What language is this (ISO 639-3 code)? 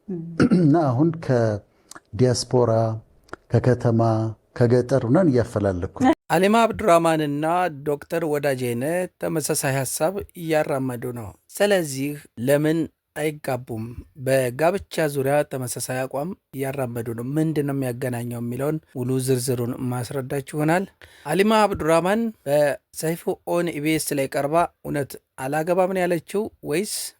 amh